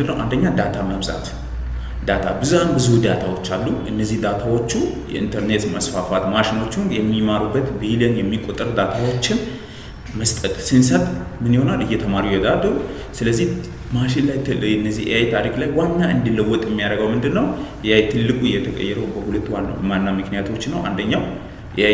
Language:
Amharic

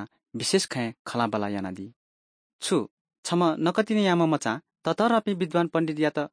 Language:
Newari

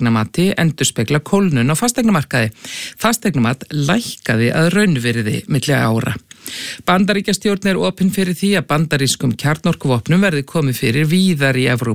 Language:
Icelandic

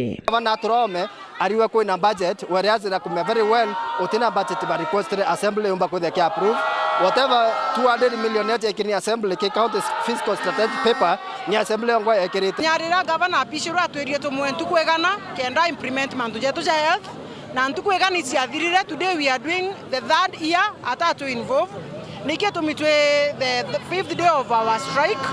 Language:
Meru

